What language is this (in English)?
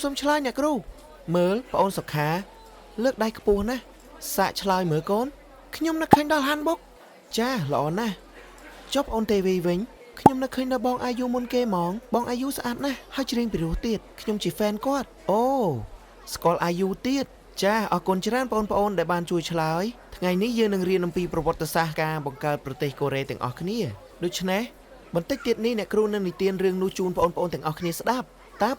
Khmer